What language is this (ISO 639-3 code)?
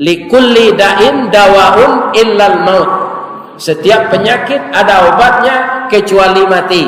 min